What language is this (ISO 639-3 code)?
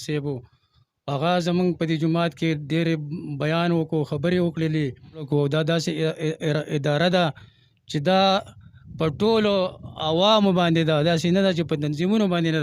pus